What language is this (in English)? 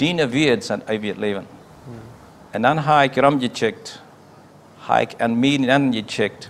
Plautdietsch